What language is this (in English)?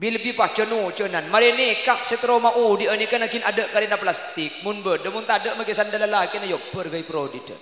Madurese